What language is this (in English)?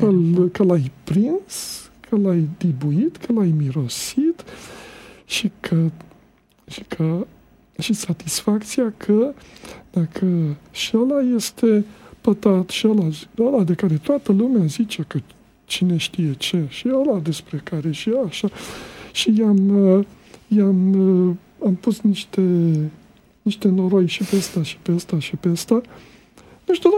Romanian